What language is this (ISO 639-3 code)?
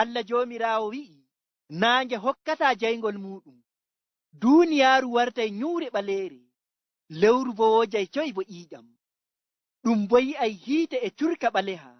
ful